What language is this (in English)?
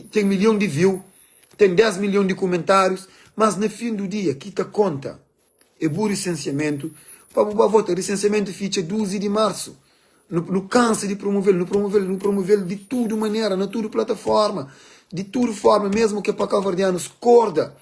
Kabuverdianu